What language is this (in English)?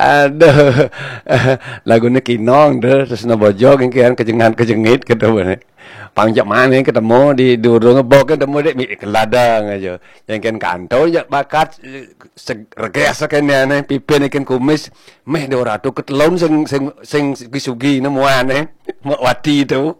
Balinese